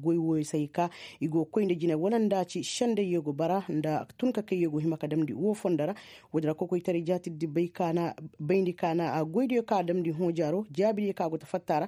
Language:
Koyraboro Senni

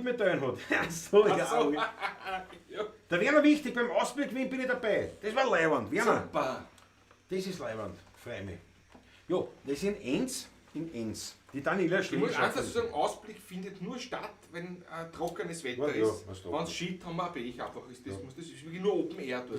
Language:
Bavarian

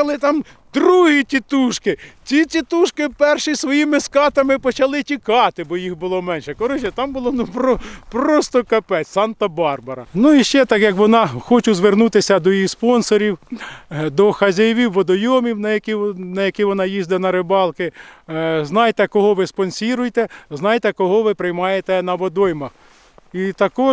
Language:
Ukrainian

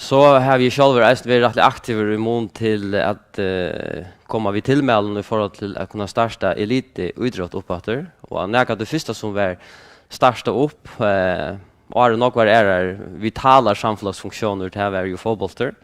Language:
Faroese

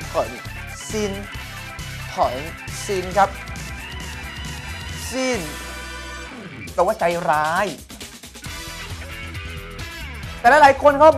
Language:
Thai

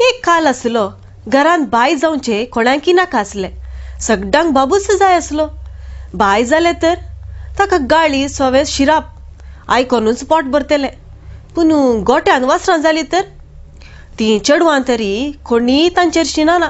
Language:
Konkani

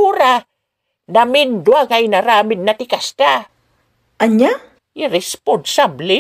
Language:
Iloko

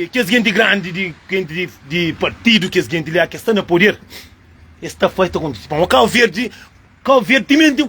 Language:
Kabuverdianu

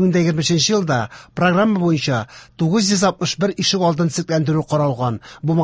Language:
Tatar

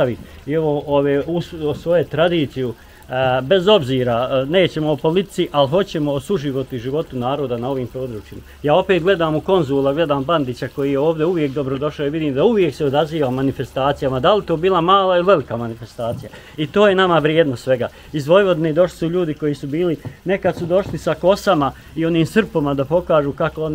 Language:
Bosnian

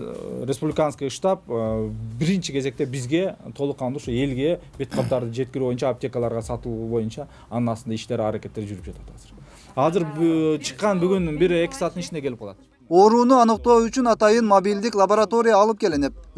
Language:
Kyrgyz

